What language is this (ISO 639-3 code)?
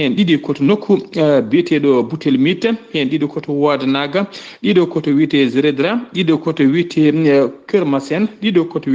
ful